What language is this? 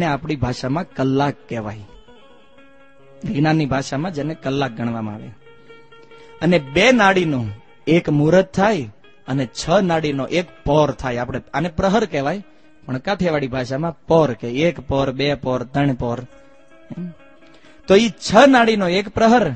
Gujarati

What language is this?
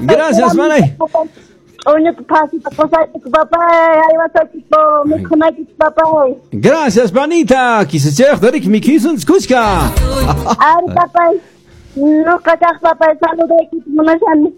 Quechua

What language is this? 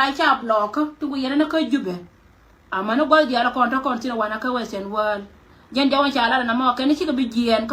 Nuer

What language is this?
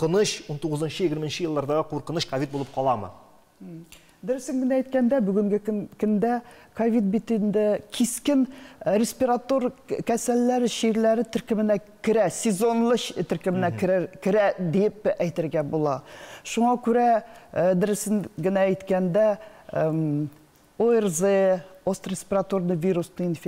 Tatar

